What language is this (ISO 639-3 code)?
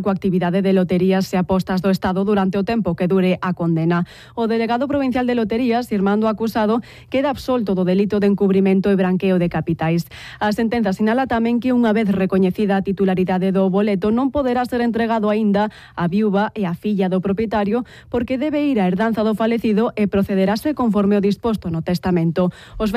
glg